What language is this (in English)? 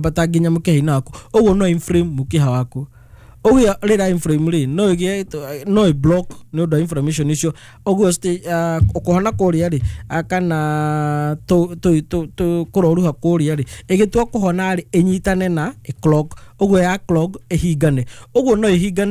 Kikuyu